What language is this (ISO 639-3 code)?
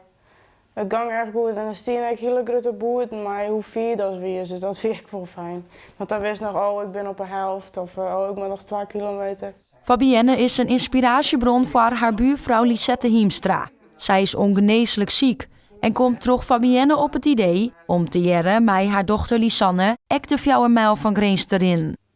fry